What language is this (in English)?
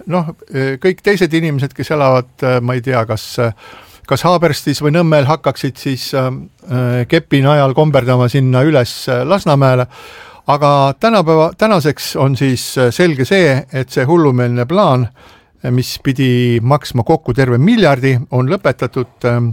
Estonian